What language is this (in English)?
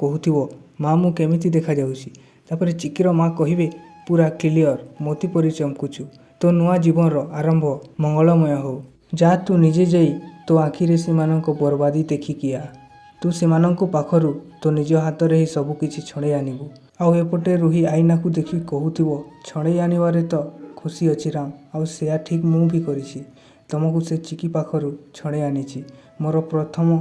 Odia